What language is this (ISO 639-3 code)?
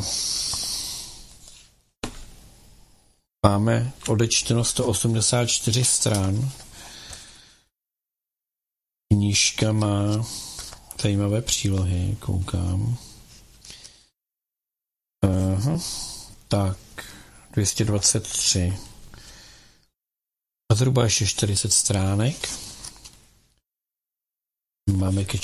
ces